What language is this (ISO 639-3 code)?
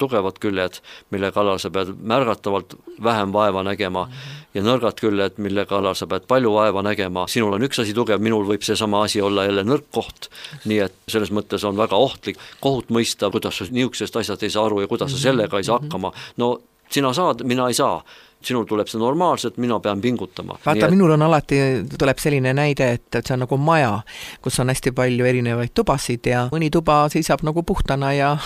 est